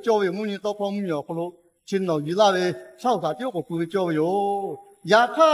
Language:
Lahu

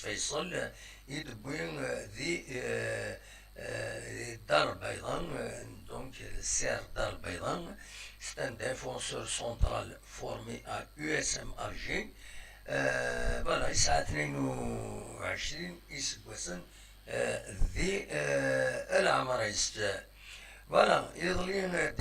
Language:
Kabyle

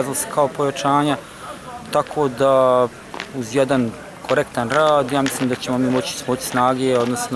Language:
Bosnian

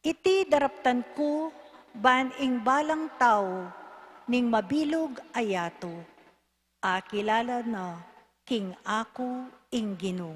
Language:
Pampanga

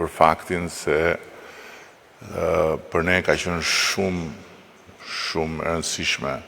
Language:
Albanian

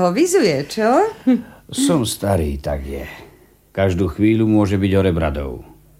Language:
Slovak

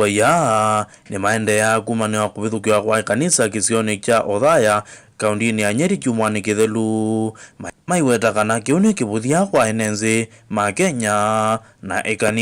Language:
Kamba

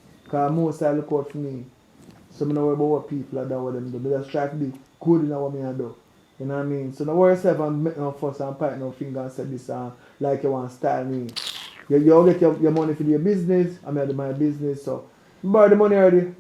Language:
Jamaican Creole English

